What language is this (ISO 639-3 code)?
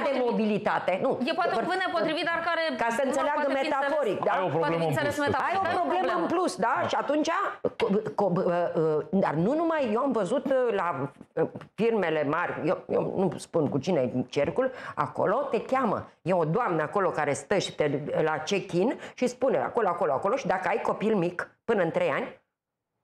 ron